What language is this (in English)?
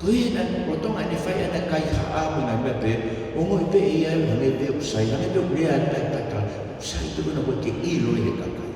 Tongan